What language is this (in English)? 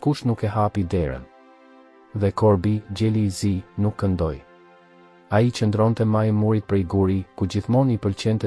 Albanian